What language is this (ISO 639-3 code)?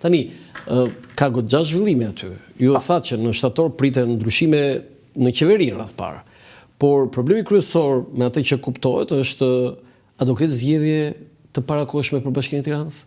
sqi